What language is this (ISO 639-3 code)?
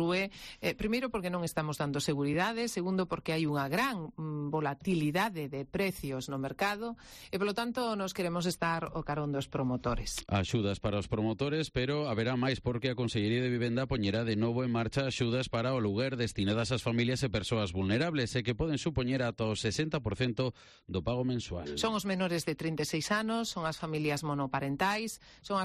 glg